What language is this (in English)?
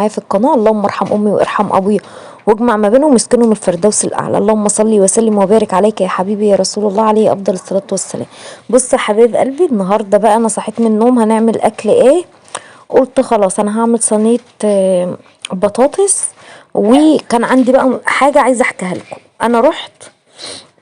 Egyptian Arabic